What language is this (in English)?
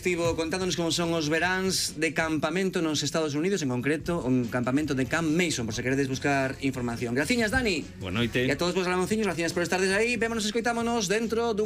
Galician